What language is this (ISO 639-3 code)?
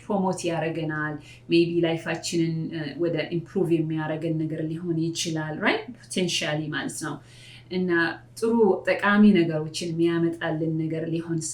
amh